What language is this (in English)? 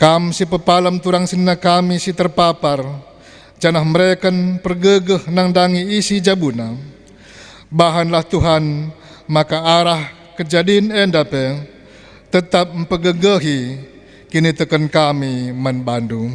Batak Karo